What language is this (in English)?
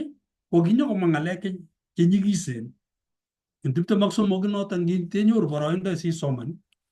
Kalenjin